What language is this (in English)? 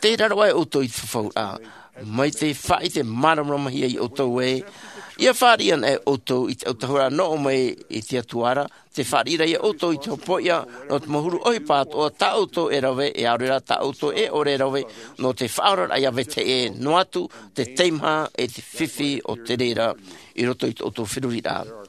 Tahitian